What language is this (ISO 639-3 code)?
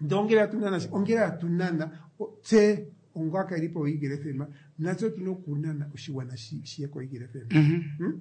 kua